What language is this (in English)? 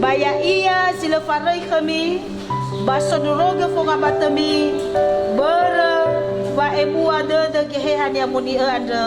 Nias